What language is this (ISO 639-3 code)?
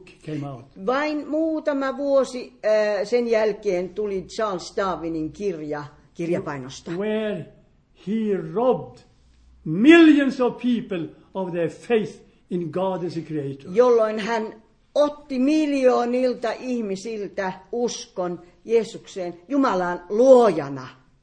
fin